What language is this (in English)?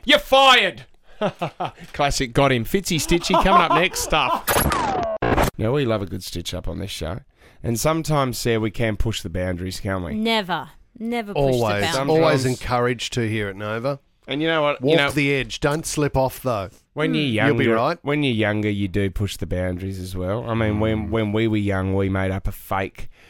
English